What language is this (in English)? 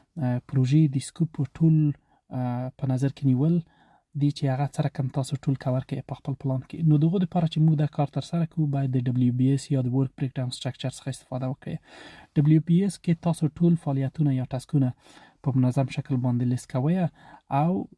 Pashto